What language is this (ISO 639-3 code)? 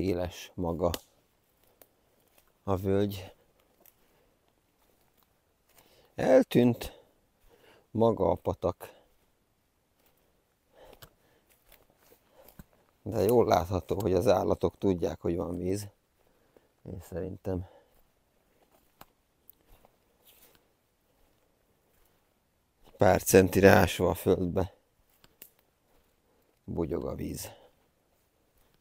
hun